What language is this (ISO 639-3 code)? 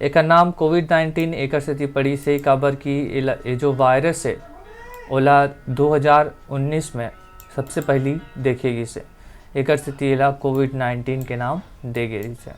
hne